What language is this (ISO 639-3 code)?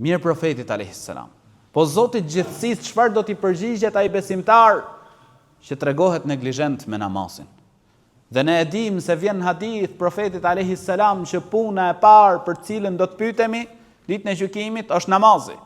sqi